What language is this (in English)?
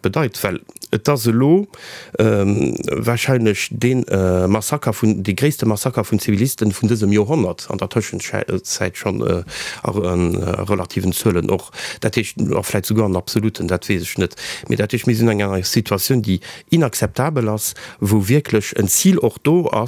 Luxembourgish